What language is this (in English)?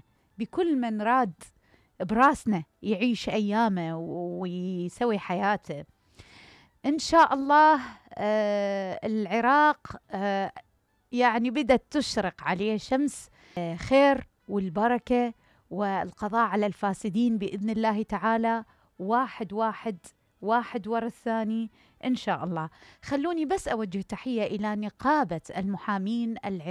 Mesopotamian Arabic